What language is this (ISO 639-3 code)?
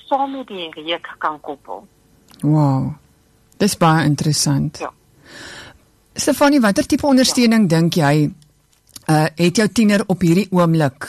afr